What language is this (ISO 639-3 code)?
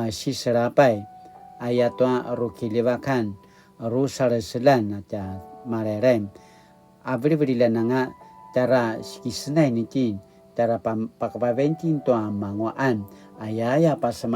pwn